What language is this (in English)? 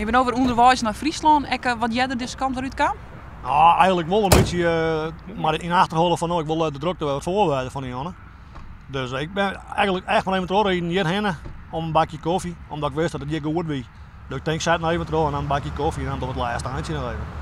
Western Frisian